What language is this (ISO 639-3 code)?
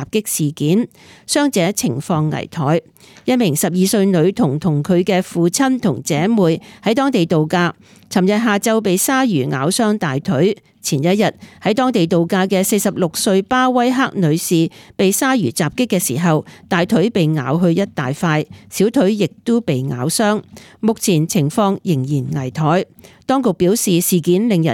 yue